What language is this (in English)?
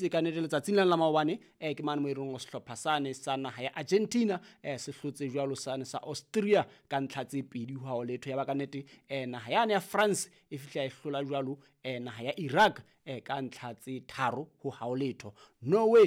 Southern Sotho